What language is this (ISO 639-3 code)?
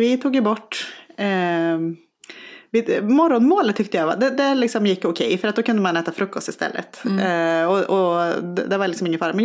swe